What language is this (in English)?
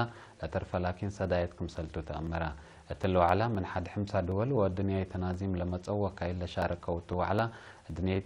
Tigre